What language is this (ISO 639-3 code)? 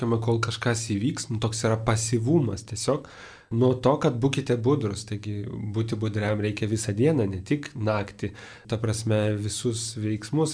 lit